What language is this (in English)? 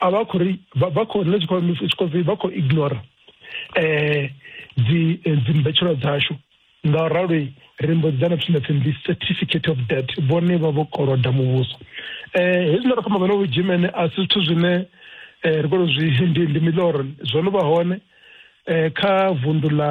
Venda